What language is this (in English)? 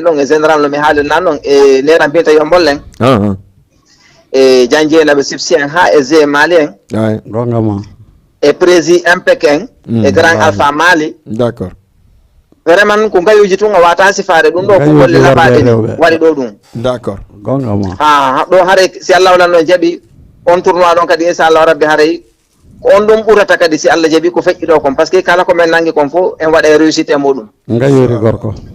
Fula